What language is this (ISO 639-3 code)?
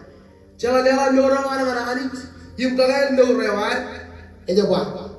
mah